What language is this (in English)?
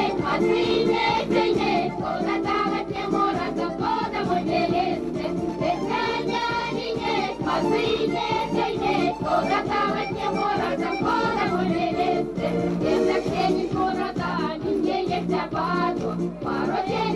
Erzya